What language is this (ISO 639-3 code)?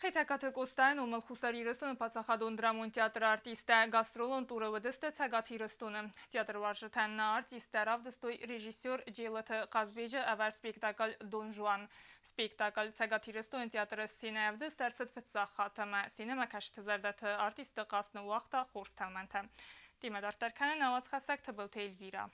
oss